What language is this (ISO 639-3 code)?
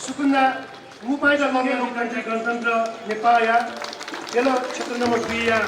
new